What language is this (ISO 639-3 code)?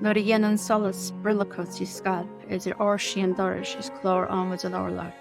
gle